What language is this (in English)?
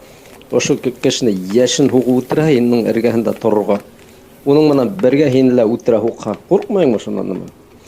Bashkir